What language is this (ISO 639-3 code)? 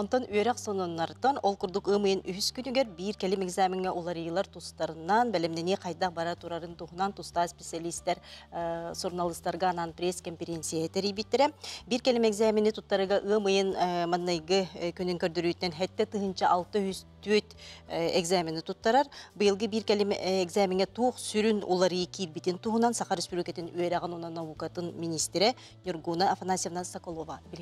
sah